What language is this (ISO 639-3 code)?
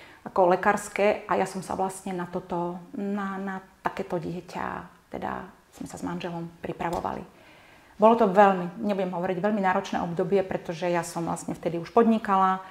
slk